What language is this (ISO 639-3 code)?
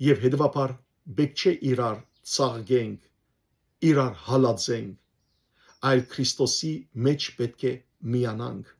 hyw